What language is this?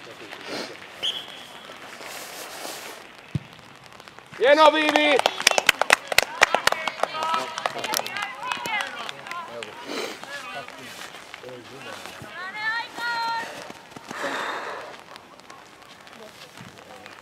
Finnish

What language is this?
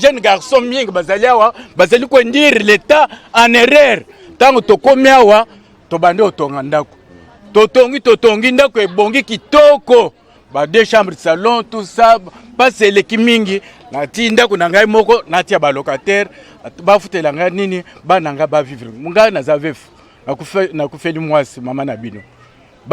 Lingala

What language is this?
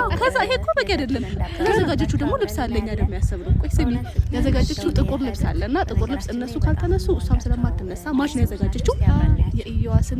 Amharic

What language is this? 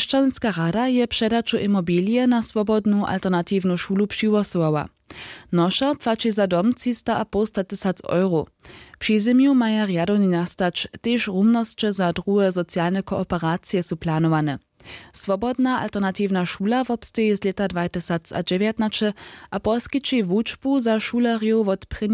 Upper Sorbian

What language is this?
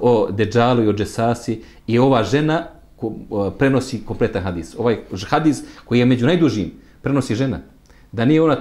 Bosnian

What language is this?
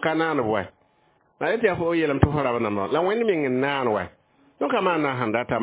Mossi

